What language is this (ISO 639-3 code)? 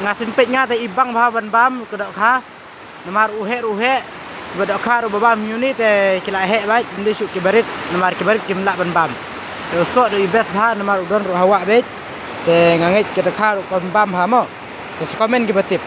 kha